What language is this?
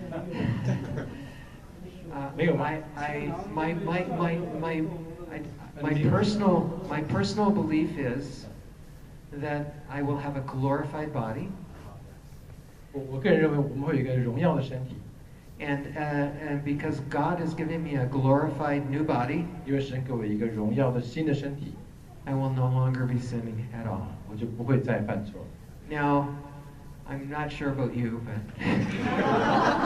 Chinese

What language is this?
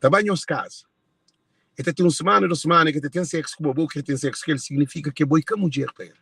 Kabuverdianu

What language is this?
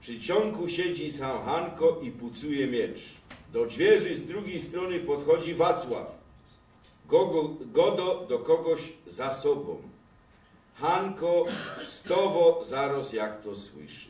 Silesian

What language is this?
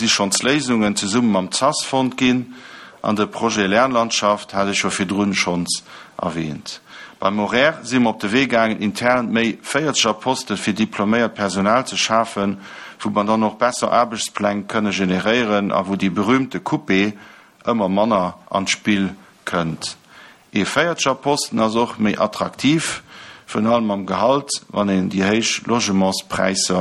Luxembourgish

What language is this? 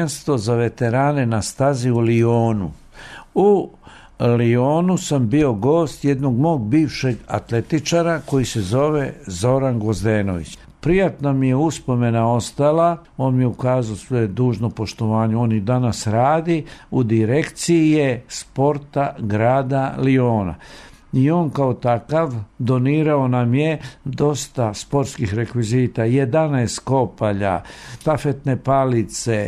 Serbian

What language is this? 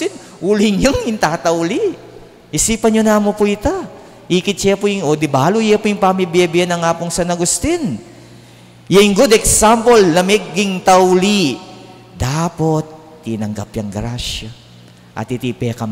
Pampanga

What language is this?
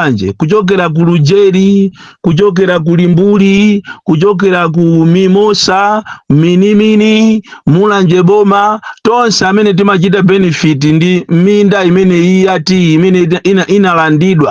Nyanja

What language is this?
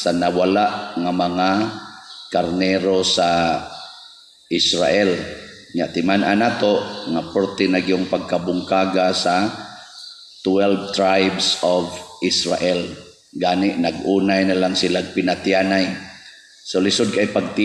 Cebuano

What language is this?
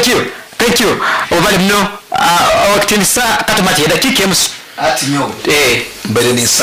Nyoro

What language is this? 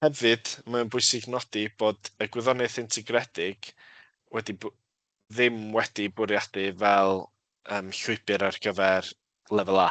Welsh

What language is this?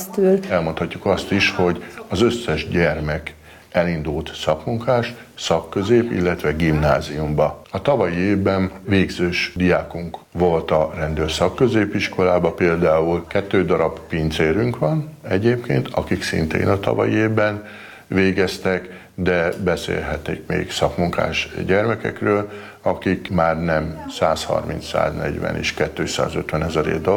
Hungarian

